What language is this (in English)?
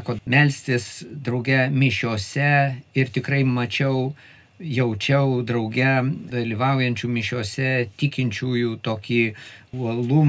Lithuanian